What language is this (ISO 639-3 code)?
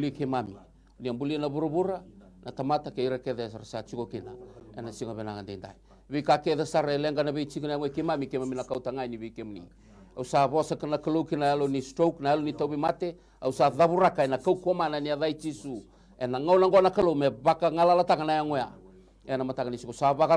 fij